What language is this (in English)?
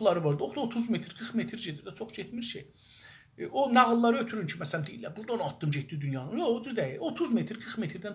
South Azerbaijani